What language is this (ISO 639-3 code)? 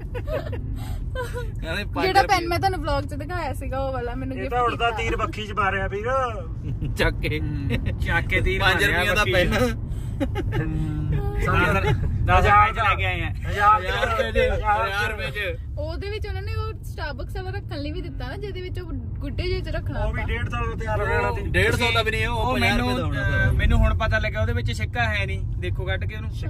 pan